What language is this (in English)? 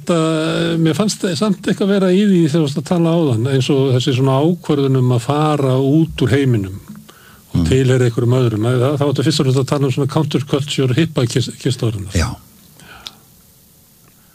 Icelandic